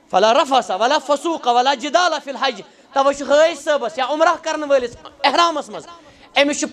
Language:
Kashmiri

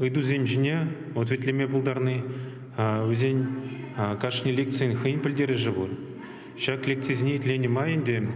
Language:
Chuvash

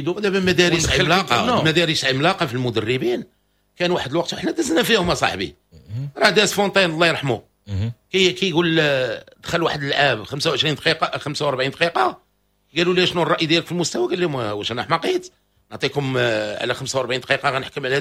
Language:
Moroccan Arabic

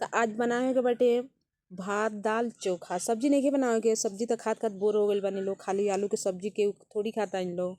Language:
Bhojpuri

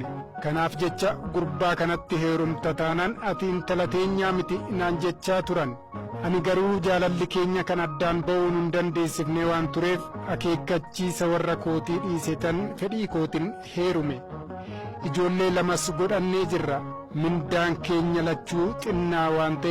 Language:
Oromo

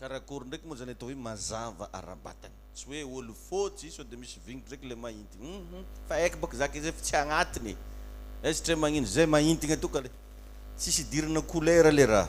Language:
Malagasy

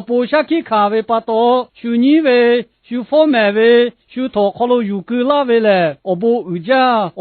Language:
Lahu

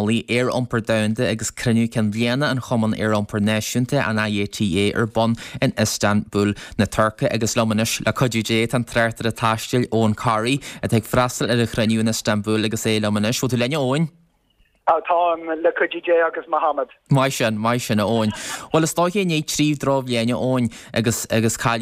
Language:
Irish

